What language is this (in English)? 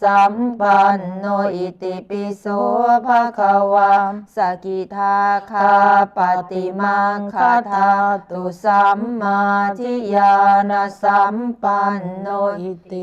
Pali